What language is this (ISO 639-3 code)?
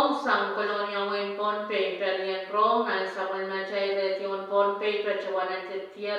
pon